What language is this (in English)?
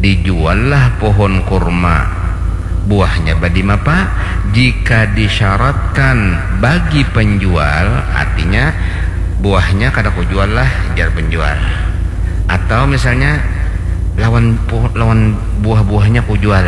Banjar